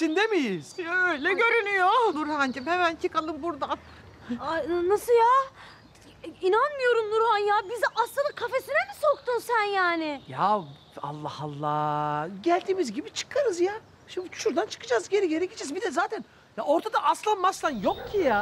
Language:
Turkish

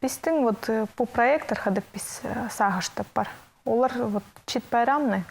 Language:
Khakas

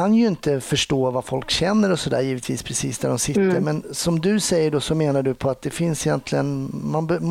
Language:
Swedish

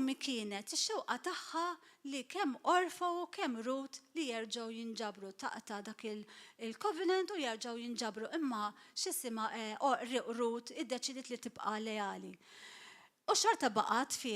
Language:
Maltese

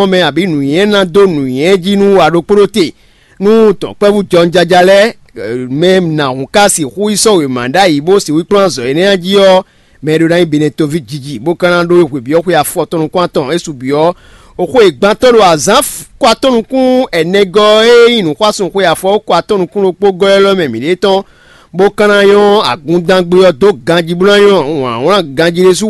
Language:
Fon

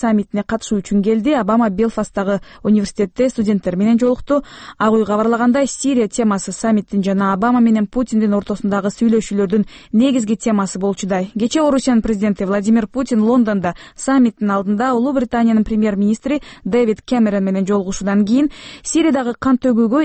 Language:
Kyrgyz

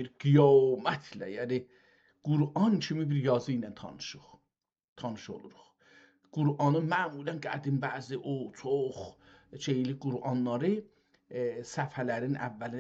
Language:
South Azerbaijani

